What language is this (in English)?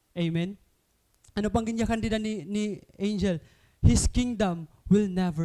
Waray